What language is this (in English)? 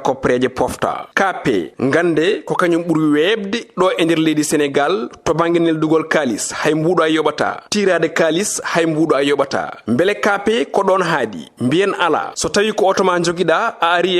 Fula